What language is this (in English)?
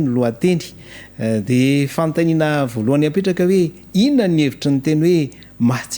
Malagasy